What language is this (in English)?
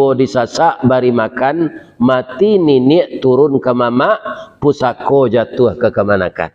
Minangkabau